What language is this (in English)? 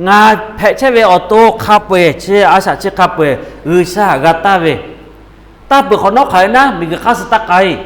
Lahu